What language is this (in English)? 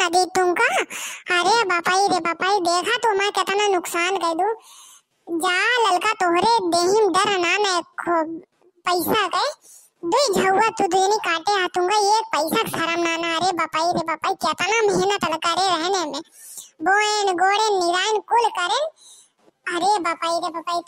Bhojpuri